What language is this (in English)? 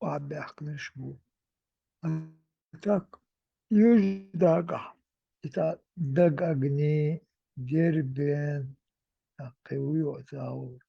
Chechen